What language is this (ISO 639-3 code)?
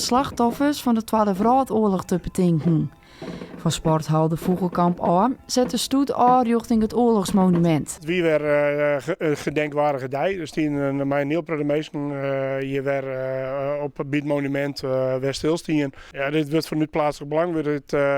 fry